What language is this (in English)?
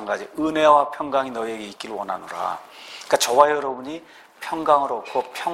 Korean